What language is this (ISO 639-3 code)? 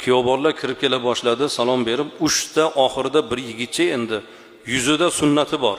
uzb